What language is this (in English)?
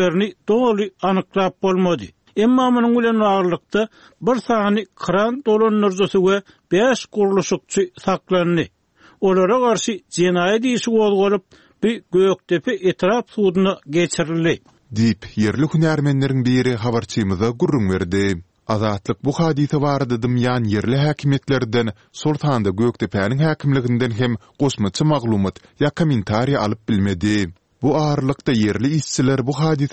Turkmen